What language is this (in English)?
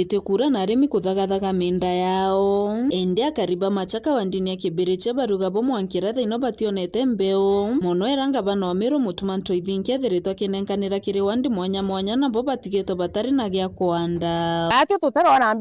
Meru